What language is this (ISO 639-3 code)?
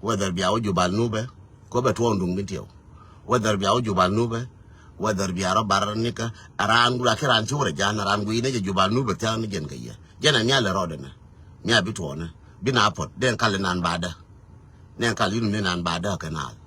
nus